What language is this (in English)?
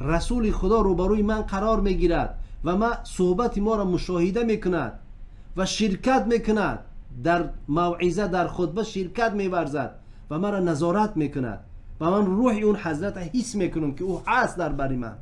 Tajik